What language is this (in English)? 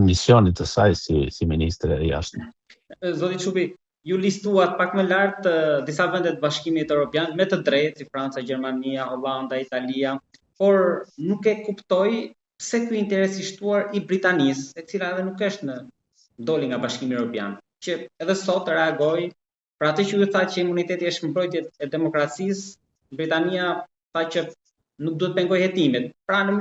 Albanian